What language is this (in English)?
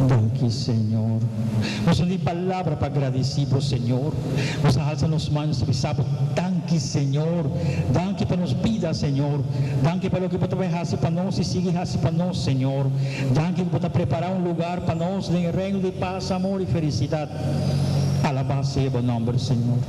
Papiamento